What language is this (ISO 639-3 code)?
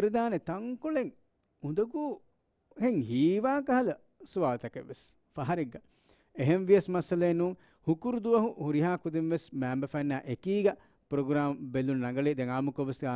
div